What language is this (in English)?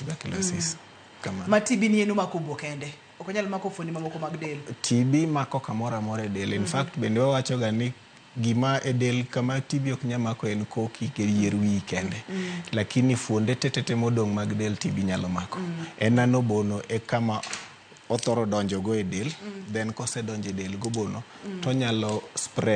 Luo (Kenya and Tanzania)